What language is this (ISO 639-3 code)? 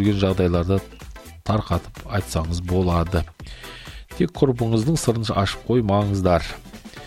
kaz